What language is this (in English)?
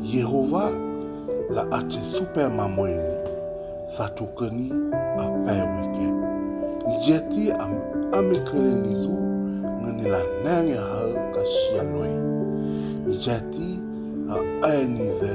Dehu